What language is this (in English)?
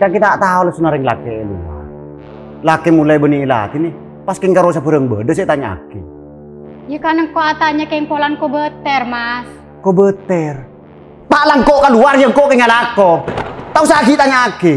Madurese